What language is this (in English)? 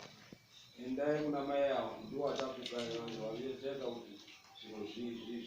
Shona